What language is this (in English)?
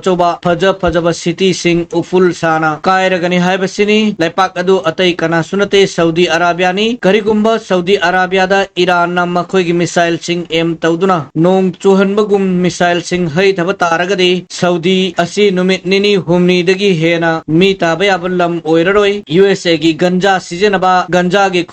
Manipuri